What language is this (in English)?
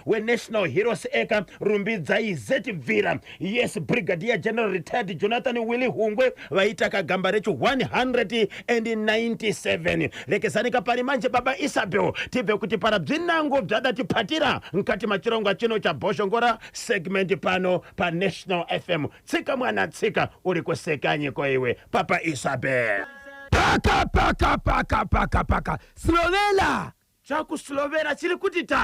Shona